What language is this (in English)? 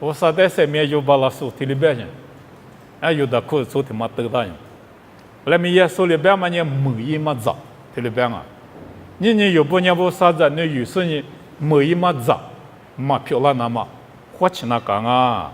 Lisu